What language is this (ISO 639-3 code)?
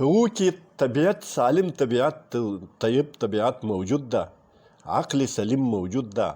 pus